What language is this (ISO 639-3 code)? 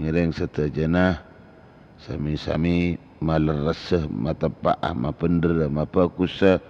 mad